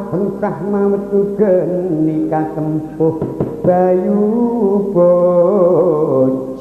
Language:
Javanese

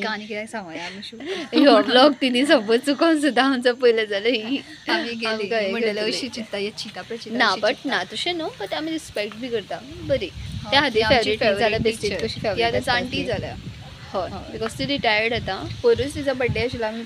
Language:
Konkani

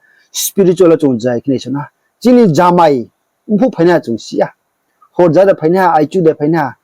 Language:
Riang (India)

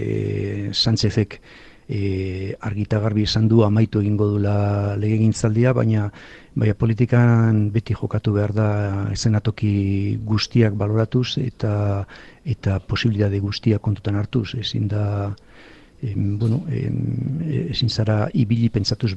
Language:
Basque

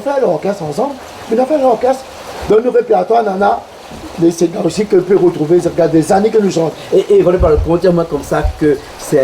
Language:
Réunion Creole French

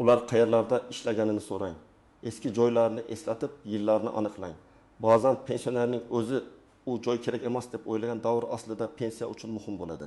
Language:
Uzbek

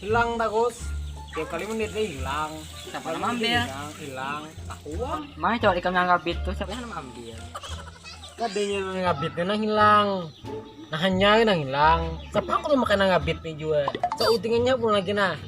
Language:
Banjar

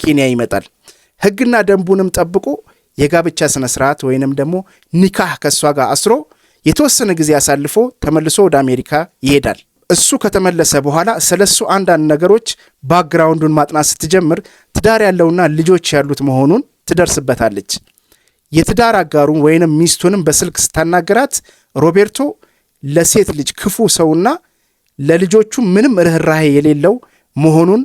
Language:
Amharic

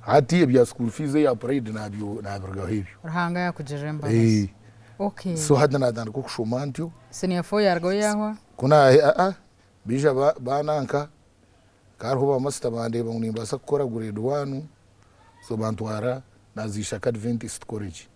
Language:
Nyankole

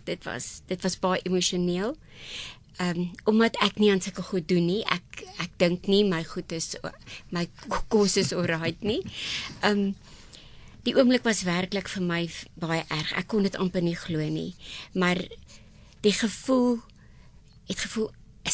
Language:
Afrikaans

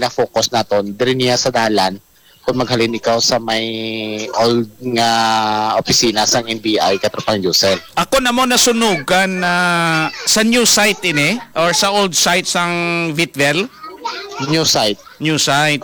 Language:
Hiligaynon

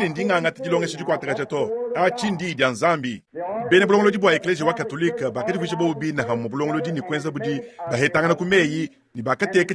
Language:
Luba-Lulua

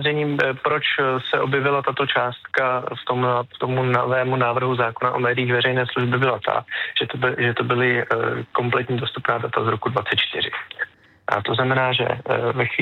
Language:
Czech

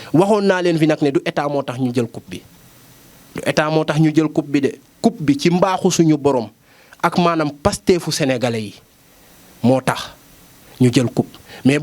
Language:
Wolof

